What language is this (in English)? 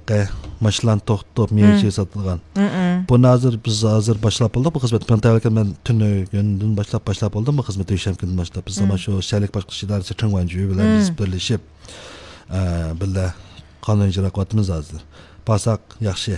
Uyghur